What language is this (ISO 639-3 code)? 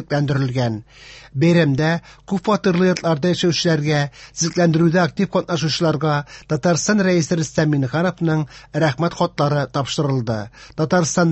tat